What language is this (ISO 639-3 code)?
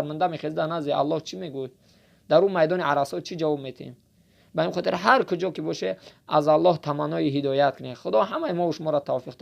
tgk